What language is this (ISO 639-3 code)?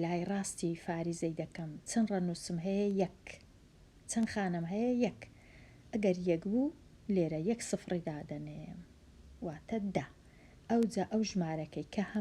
ckb